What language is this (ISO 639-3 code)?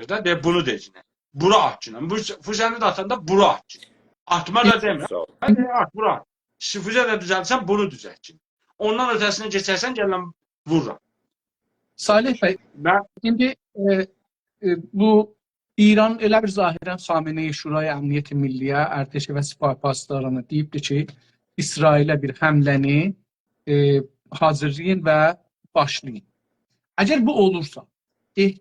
azb